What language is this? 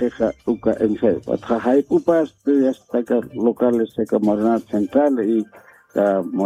Aymara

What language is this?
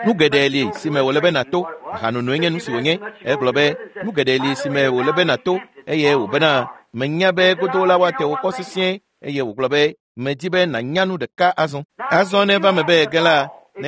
Ewe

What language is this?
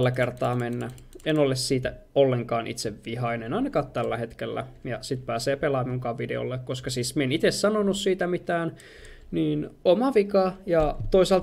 Finnish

